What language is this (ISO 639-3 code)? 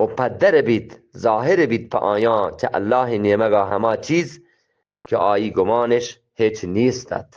bgp